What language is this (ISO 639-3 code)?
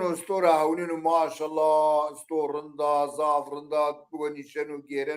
zza